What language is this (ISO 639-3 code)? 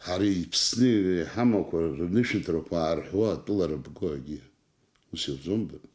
abk